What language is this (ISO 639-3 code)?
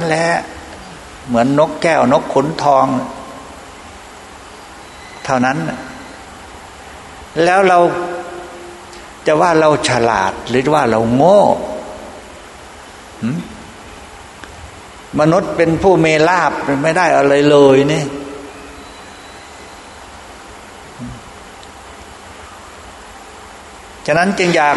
tha